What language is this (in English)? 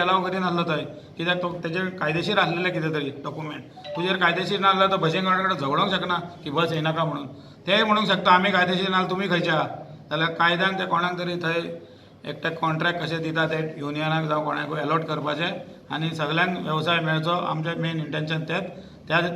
Konkani